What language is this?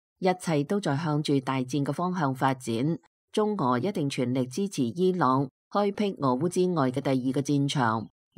Cantonese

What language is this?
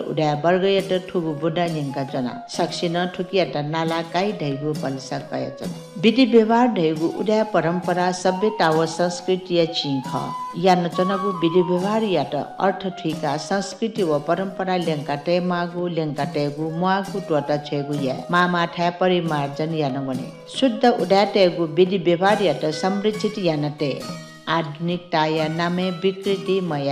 Newari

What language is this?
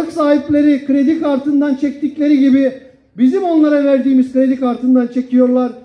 Turkish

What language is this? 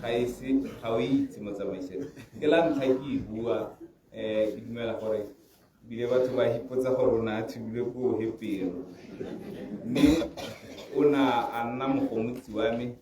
Tswana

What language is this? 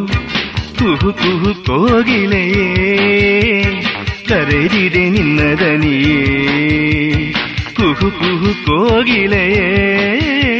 Kannada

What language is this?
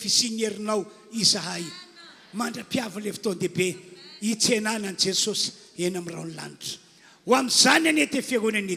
Malagasy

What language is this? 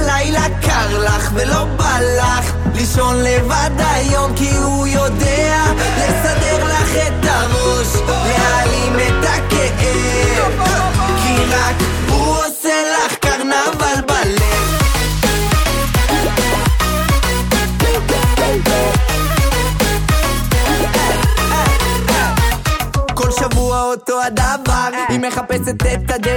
Hebrew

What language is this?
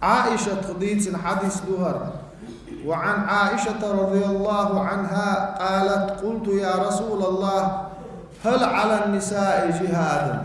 Chechen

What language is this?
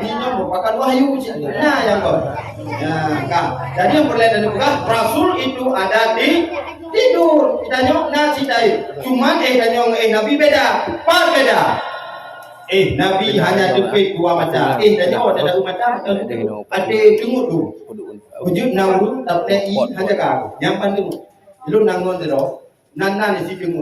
Achinese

